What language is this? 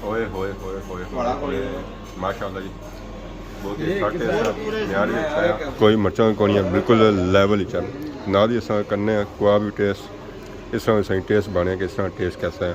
Pahari-Potwari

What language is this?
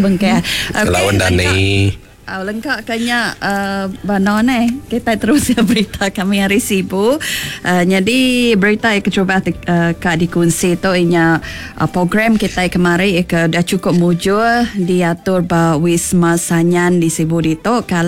Iban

